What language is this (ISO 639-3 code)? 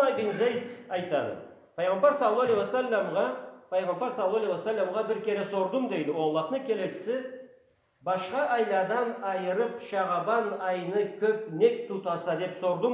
krc